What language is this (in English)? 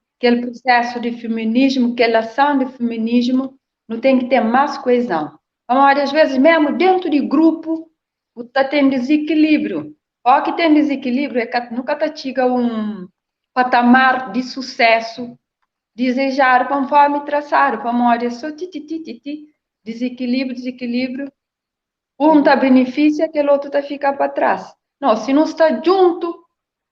Kabuverdianu